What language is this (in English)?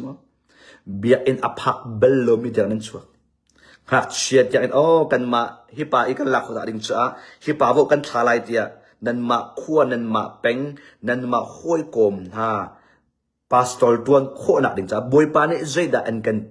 Hakha Chin